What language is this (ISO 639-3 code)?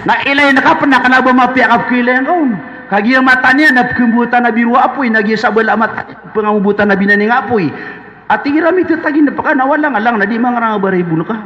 mrw